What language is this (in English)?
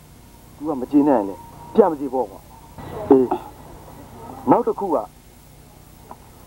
Burmese